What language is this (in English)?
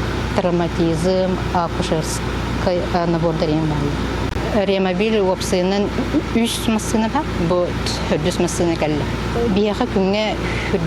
Yakut